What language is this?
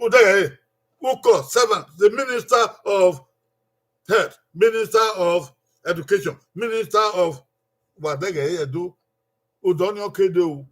Bini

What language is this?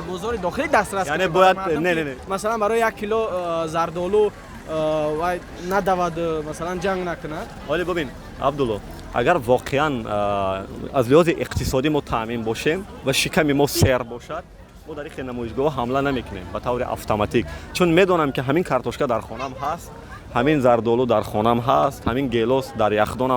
Tajik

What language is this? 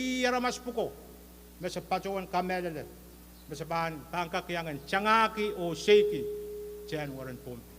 Pohnpeian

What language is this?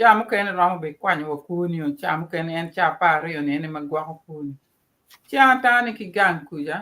Acoli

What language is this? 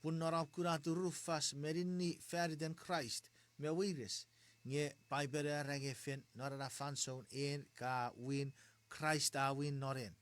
Chuukese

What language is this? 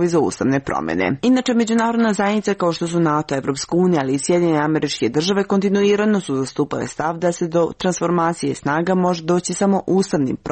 Serbian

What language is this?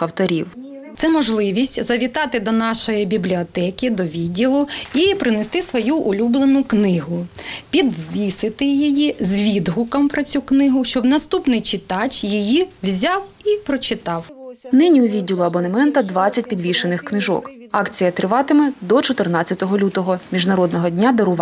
Ukrainian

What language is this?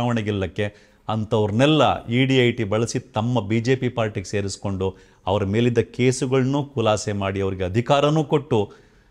Kannada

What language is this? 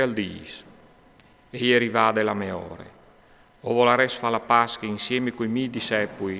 Friulian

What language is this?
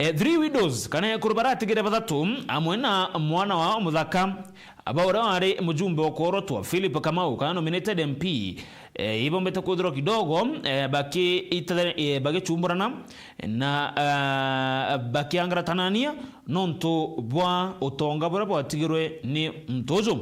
Meru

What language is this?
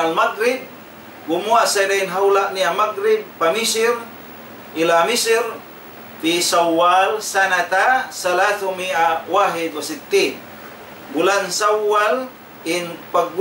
Tausug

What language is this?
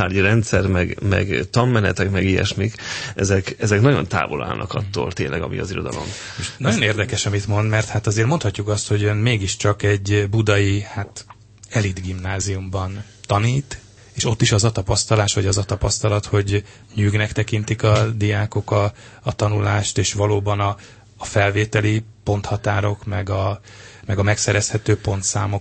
Hungarian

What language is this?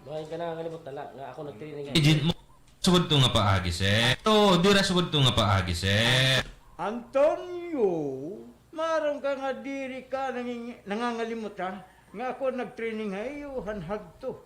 Waray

